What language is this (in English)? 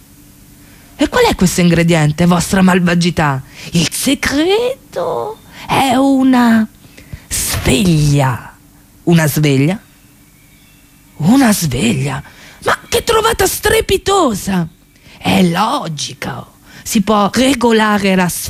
Italian